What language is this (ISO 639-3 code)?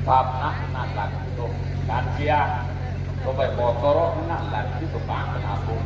sat